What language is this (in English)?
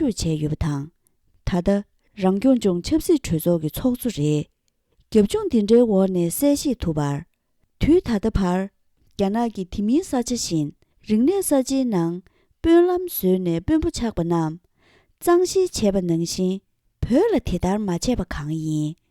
Tibetan